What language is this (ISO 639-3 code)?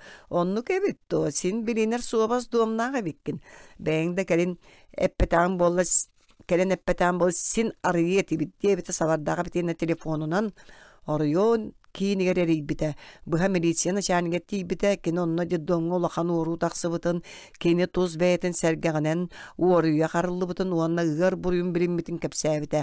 sah